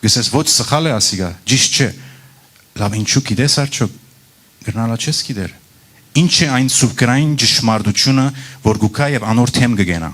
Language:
Western Armenian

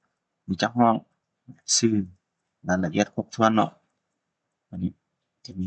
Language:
Lao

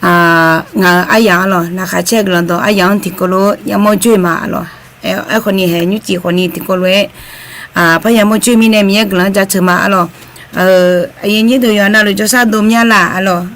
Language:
Akha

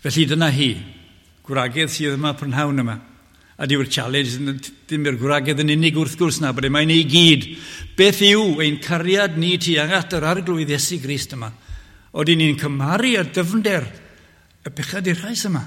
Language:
Welsh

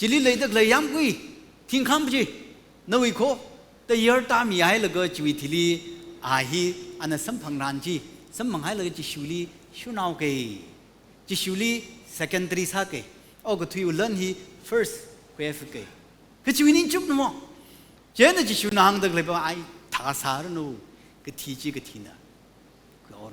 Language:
Tangkhul Naga (India)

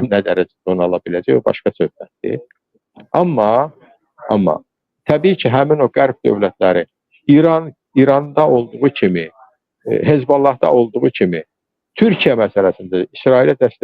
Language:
Azerbaijani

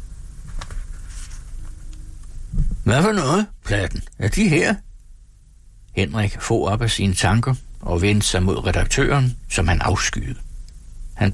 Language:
Danish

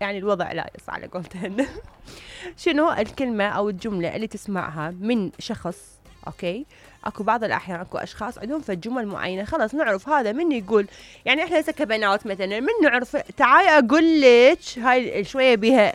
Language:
Mesopotamian Arabic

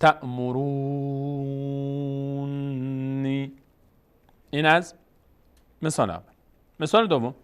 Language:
Persian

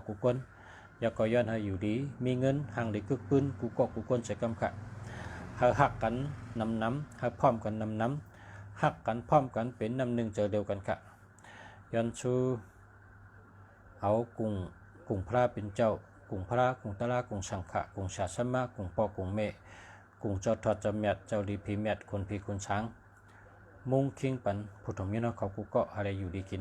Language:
Shan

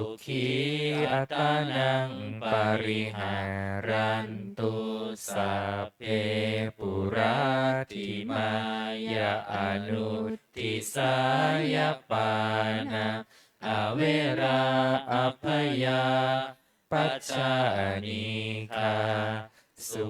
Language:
Pali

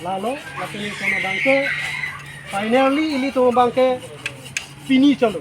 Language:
Karbi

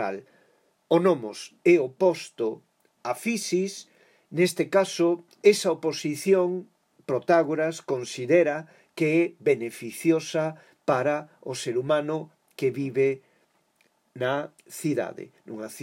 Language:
Galician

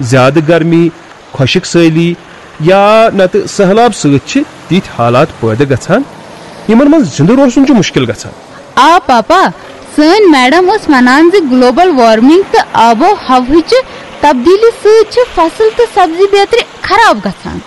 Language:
Kashmiri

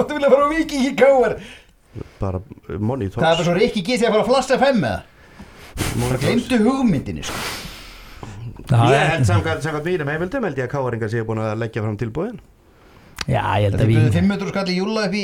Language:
Icelandic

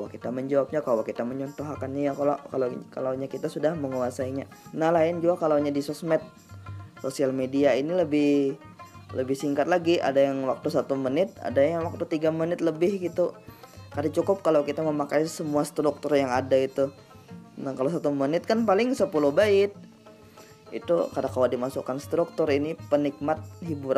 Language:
Banjar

